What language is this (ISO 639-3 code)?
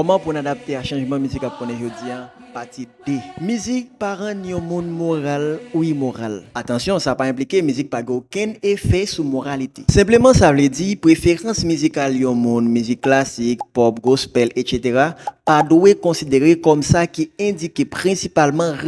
hat